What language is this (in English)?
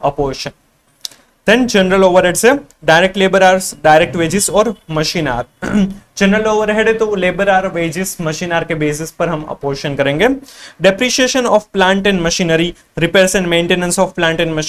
Hindi